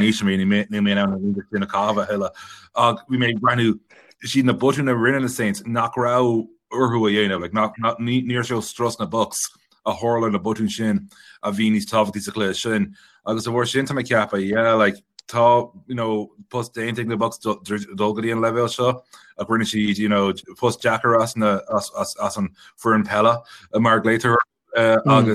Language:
Irish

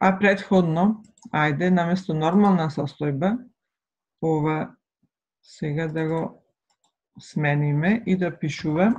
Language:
Macedonian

